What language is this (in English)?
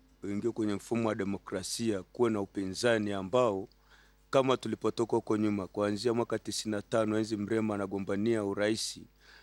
Swahili